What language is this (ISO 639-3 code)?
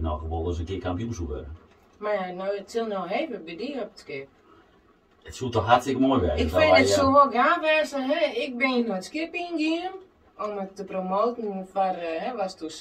fry